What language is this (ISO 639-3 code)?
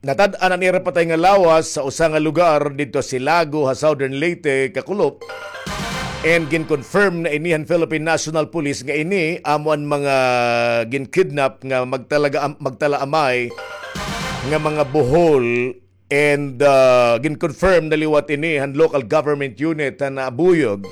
war